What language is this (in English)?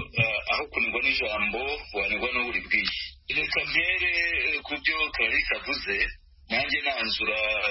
Kinyarwanda